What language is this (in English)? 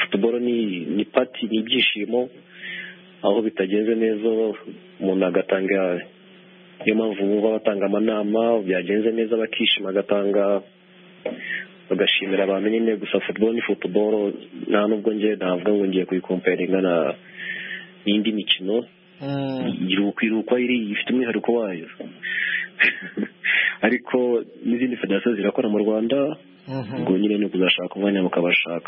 Kinyarwanda